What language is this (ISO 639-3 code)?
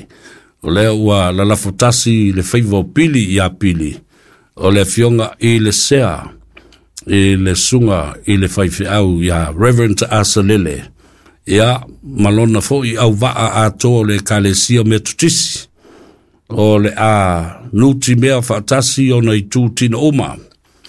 smo